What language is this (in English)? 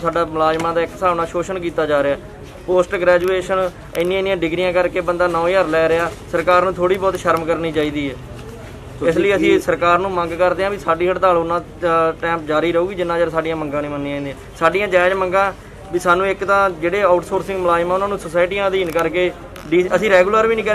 Punjabi